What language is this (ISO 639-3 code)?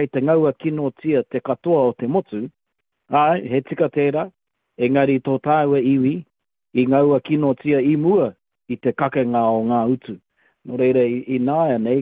mri